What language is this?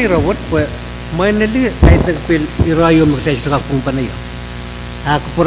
Pohnpeian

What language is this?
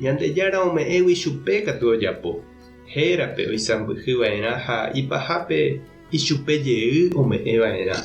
Guarani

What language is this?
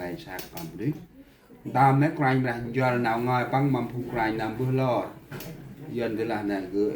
Central Mnong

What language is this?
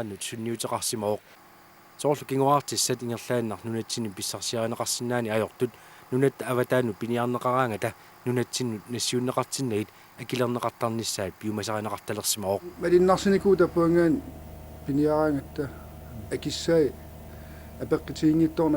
Kalaallisut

